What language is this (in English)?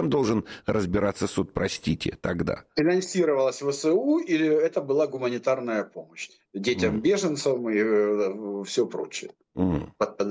Russian